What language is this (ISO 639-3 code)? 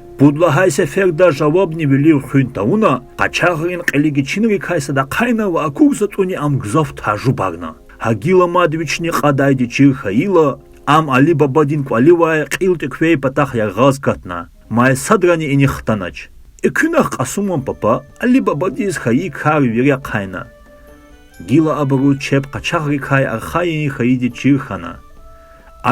lez